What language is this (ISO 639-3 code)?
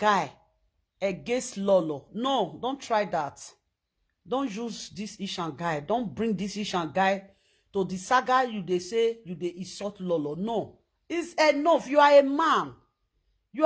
pcm